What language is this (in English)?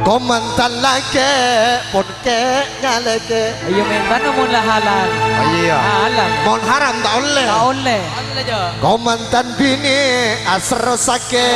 Madurese